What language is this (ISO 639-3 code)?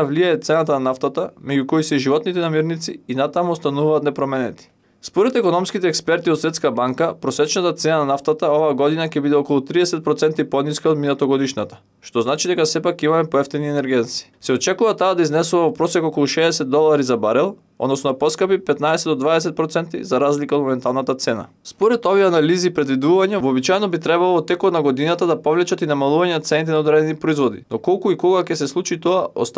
mkd